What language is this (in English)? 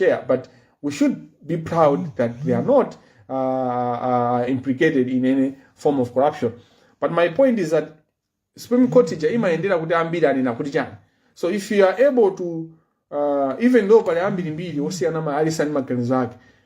Nyanja